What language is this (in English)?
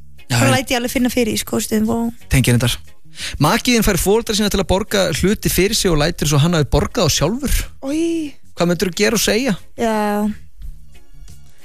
Icelandic